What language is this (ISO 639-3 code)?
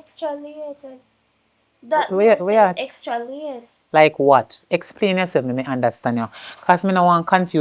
jam